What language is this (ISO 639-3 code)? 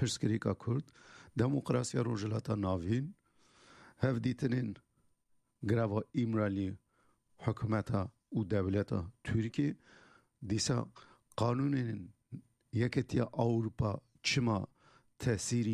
kur